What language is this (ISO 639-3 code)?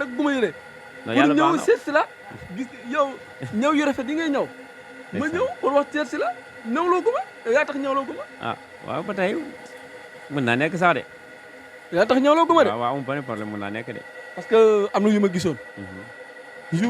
wol